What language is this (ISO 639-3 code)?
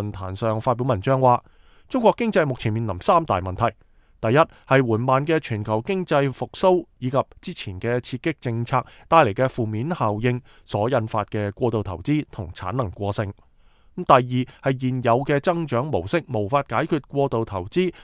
yue